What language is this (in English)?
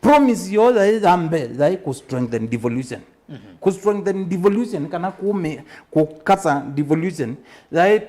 Kamba